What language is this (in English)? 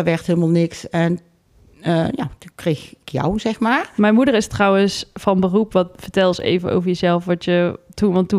Dutch